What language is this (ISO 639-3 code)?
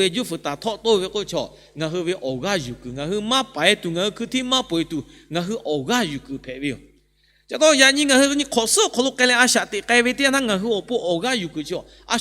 lhu